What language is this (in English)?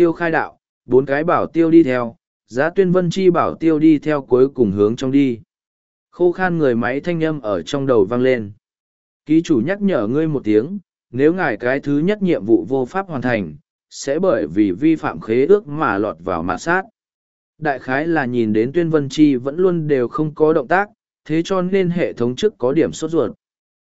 Vietnamese